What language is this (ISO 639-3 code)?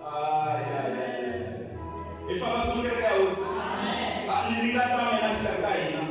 tso